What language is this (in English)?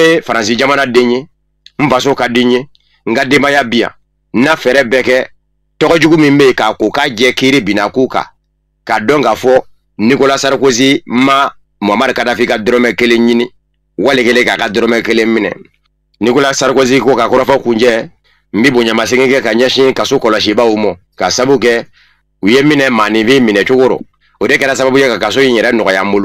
Bambara